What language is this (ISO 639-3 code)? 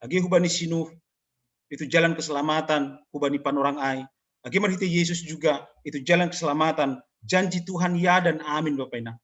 bts